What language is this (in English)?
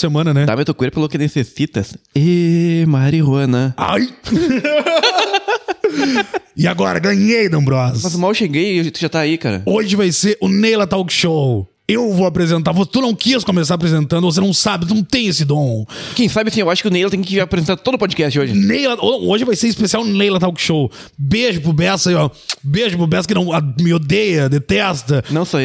Portuguese